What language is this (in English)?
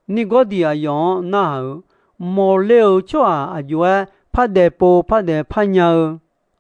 Akha